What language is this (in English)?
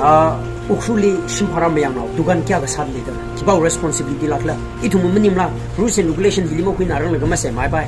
Tangkhul Naga (India)